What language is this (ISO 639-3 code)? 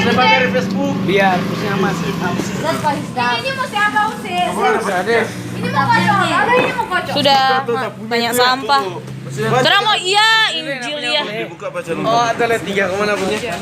xmm